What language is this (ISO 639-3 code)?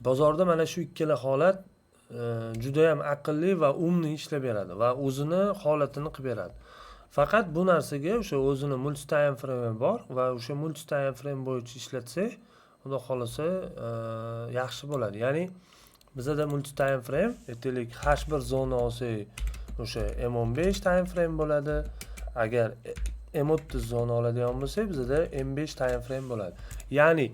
uzb